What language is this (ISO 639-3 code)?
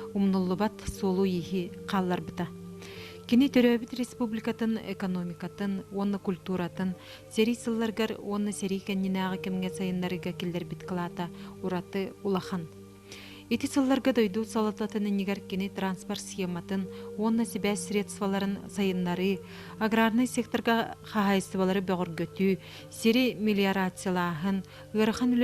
sah